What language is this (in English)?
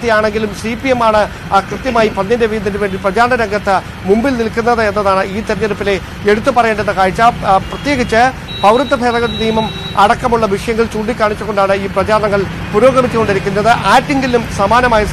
Malayalam